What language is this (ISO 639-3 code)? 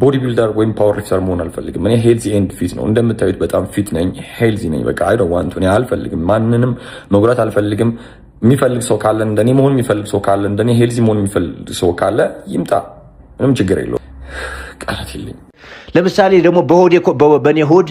amh